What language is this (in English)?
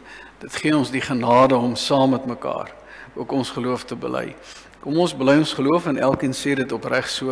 Afrikaans